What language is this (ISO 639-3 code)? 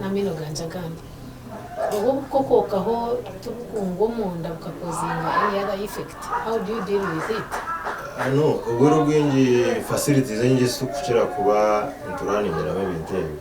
nyn